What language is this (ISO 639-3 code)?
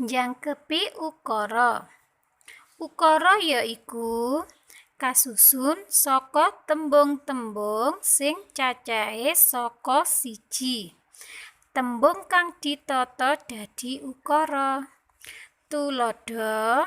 jav